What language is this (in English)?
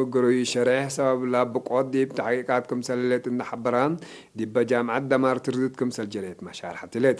Tigre